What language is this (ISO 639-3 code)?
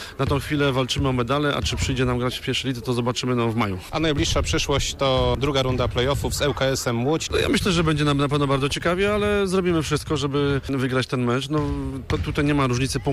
pol